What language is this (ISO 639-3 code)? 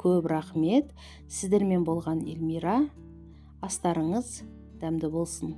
kaz